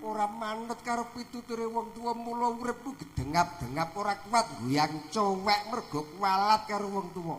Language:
Javanese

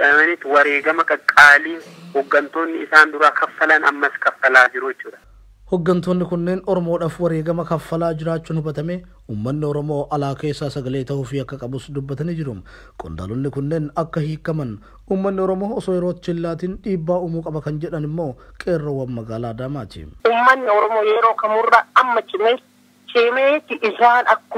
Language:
Oromo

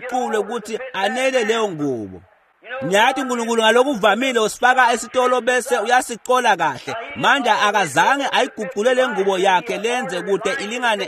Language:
Swati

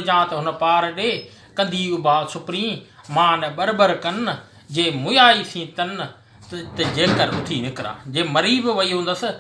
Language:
Sindhi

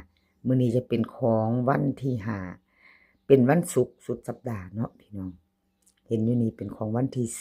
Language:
Northeastern Thai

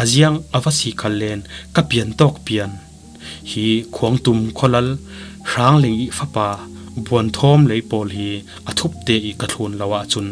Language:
Falam Chin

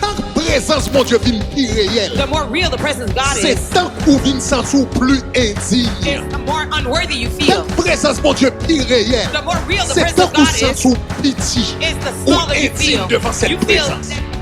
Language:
Haitian Creole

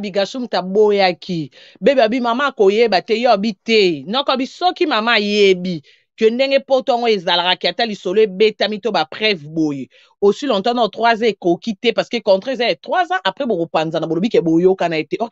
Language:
Lingala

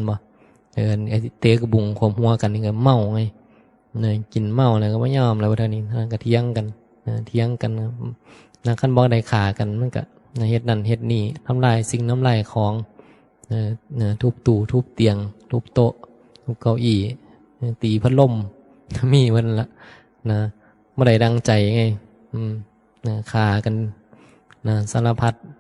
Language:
Northeastern Thai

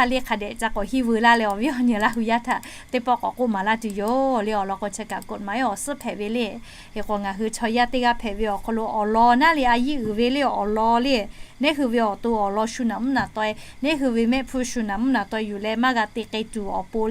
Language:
Lahu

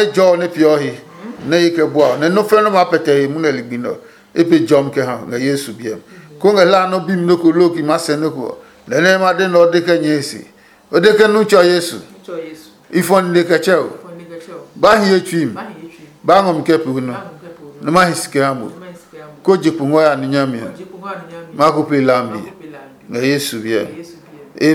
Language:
Adangme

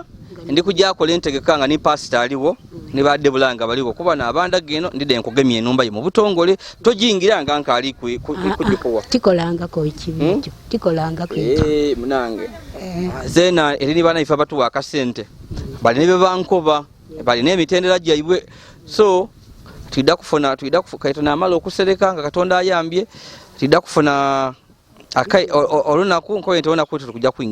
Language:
Ganda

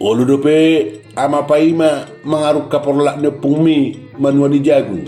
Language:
Batak Toba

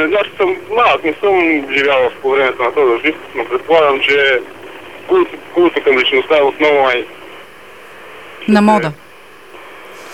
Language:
Bulgarian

